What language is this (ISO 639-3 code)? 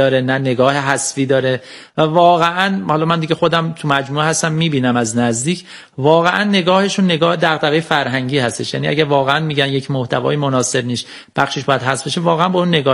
fas